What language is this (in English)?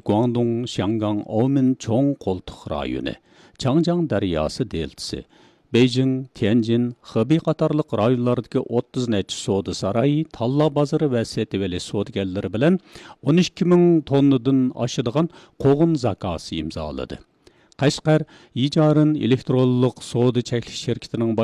Uyghur